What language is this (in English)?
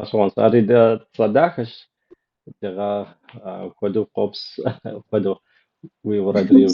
Kabardian